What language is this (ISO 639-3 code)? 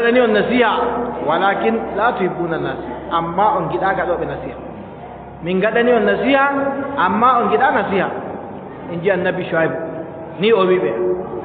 fub